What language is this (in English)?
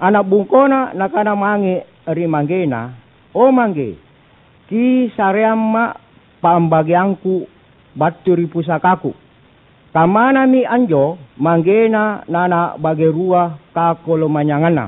Makasar